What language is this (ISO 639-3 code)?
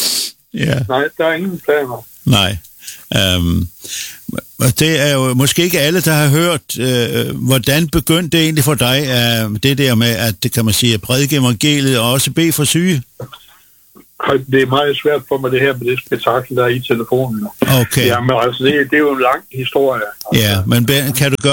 dan